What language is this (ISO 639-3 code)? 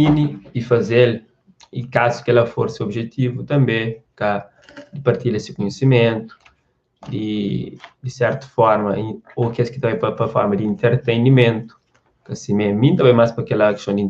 kea